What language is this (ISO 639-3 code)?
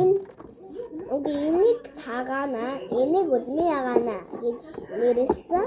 mon